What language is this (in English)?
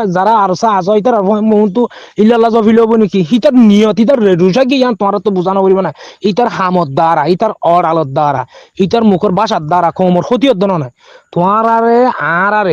Rohingya